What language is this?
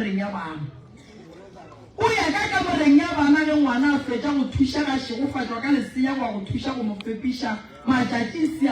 Northern Sotho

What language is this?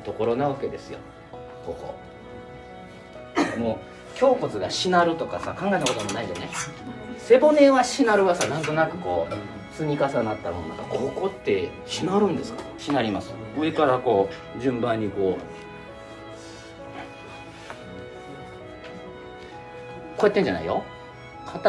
Japanese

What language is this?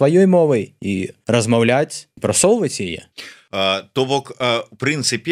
Belarusian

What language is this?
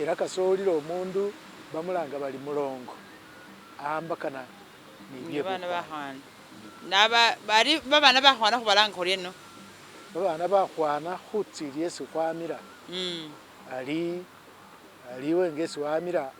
Masaaba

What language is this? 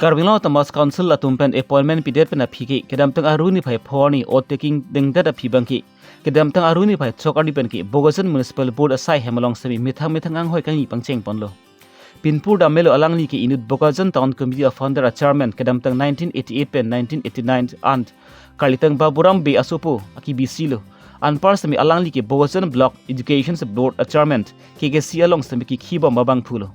Karbi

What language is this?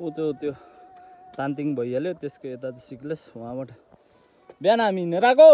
Nepali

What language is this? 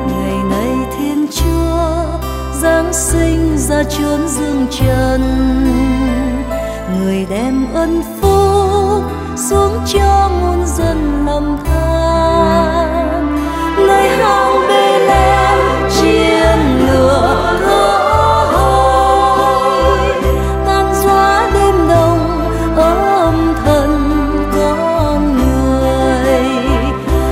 Vietnamese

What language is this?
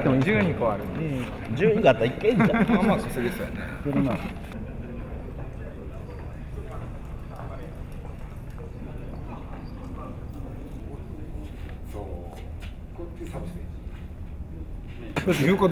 Japanese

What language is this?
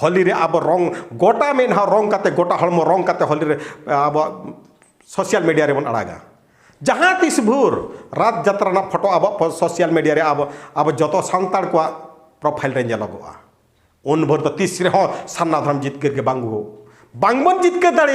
Santali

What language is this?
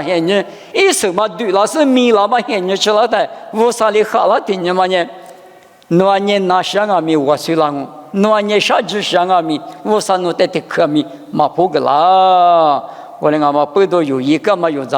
Lisu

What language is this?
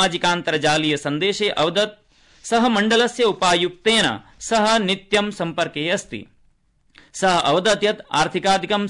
Sanskrit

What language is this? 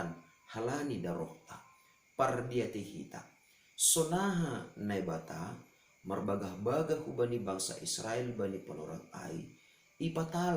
Batak Simalungun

